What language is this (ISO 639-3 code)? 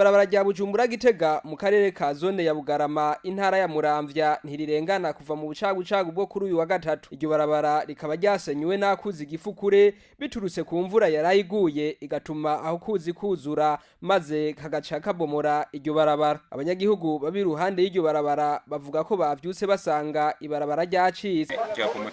run